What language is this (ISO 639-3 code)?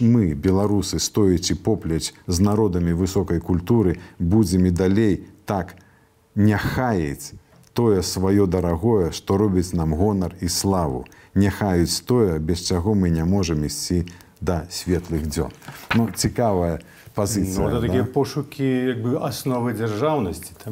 bel